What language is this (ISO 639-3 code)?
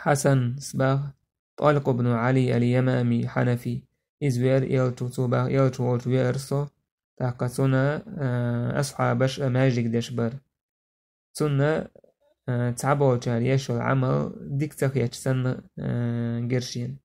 che